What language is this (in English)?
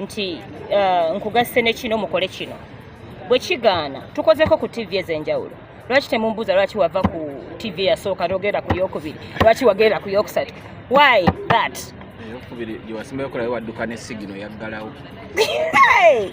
Ganda